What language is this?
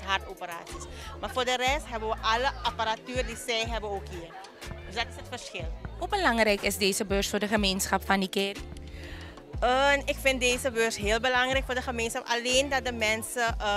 Dutch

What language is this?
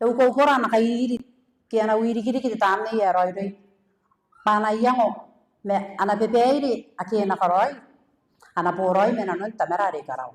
Gilbertese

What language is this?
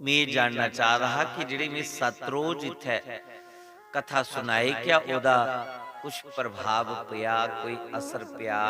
Dogri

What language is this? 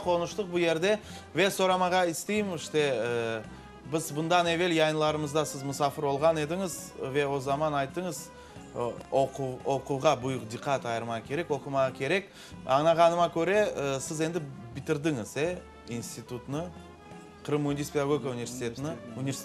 Crimean Tatar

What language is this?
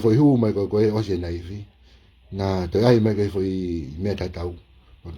Tongan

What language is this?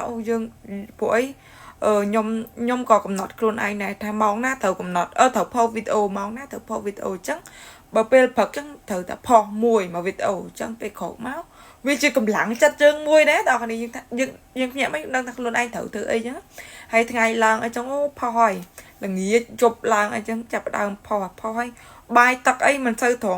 Khmer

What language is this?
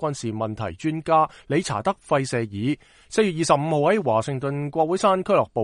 Cantonese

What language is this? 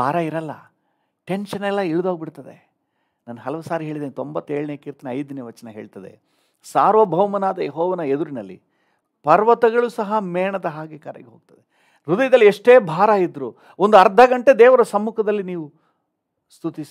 Kannada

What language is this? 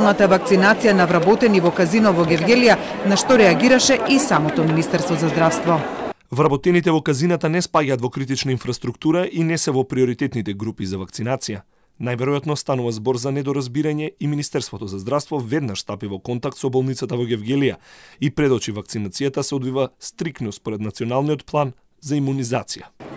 Macedonian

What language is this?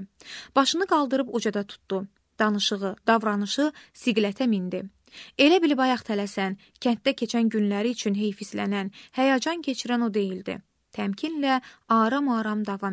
Azerbaijani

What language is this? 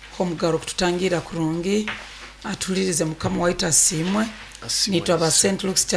Nyoro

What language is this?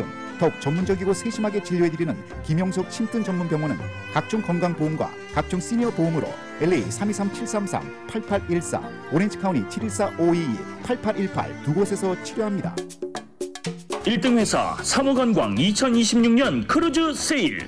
Korean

